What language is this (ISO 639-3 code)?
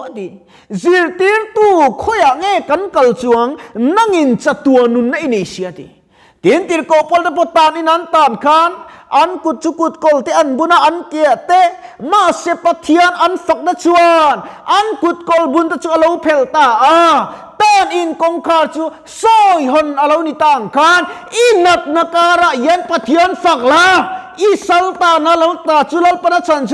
lus